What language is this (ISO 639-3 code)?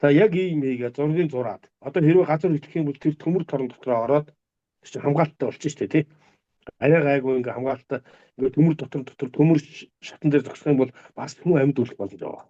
mon